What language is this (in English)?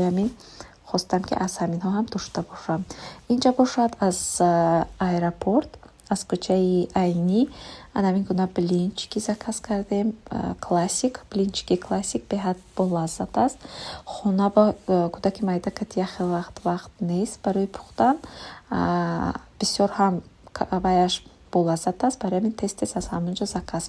Tajik